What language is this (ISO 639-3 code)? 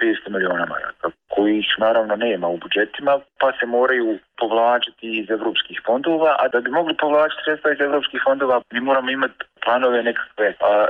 bos